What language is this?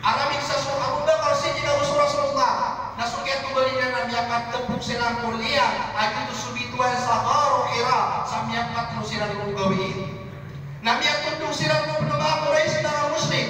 Maranao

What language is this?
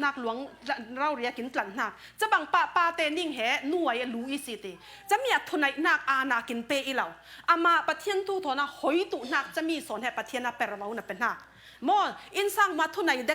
Falam Chin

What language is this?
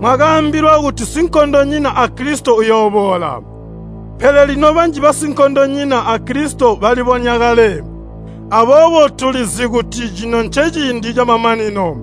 Tonga (Zambia)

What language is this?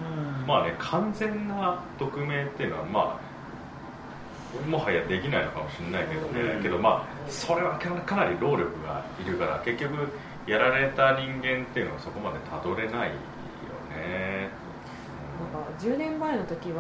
Japanese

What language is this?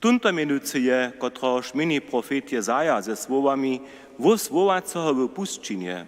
Upper Sorbian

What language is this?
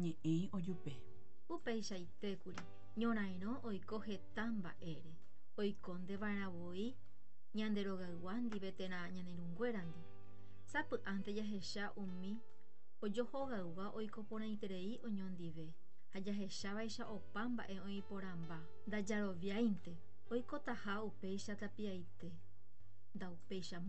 Guarani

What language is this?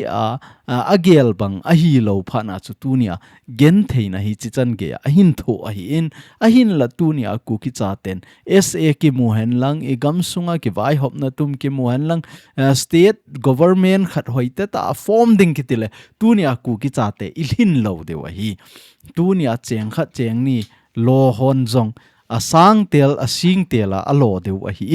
Thado Chin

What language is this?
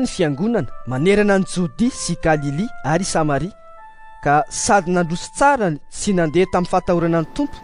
Malagasy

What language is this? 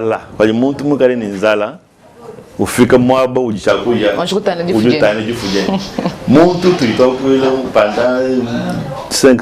Luba-Lulua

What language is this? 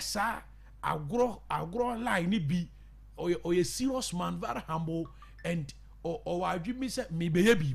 Akan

